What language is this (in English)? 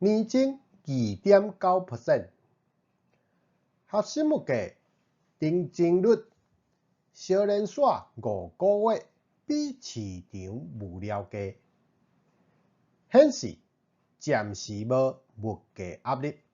Min Nan Chinese